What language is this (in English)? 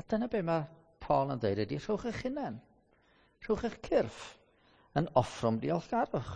Welsh